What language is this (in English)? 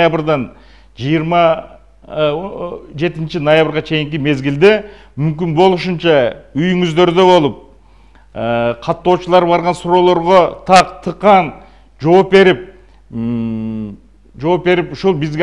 Kyrgyz